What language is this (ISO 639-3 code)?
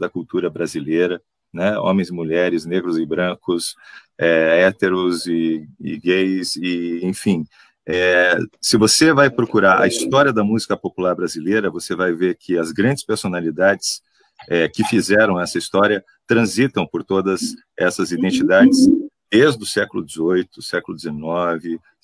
por